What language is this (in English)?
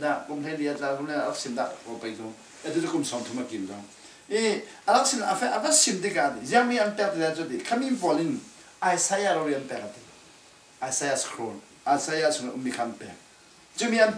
Falam Chin